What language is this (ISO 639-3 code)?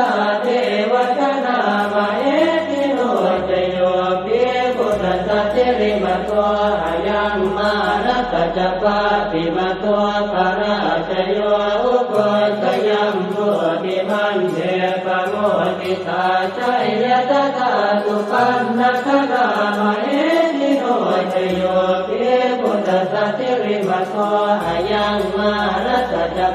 pli